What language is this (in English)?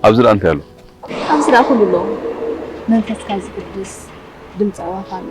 Tigrinya